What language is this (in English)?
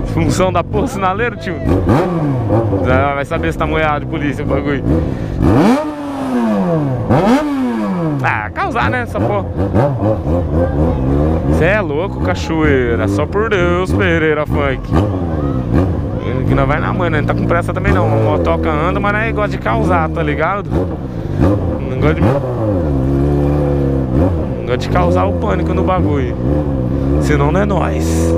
Portuguese